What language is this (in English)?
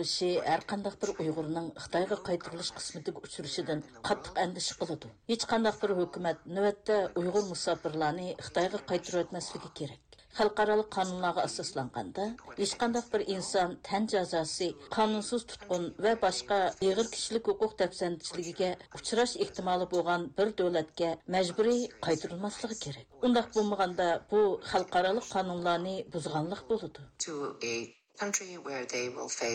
Uyghur